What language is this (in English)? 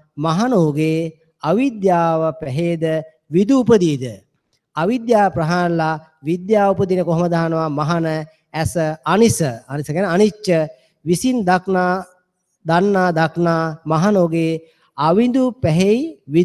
Sinhala